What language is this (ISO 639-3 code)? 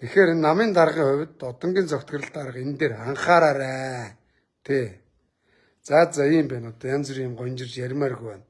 mon